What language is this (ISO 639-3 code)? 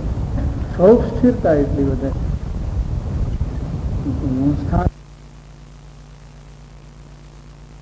guj